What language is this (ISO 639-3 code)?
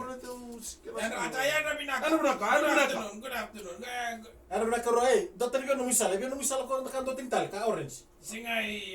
fij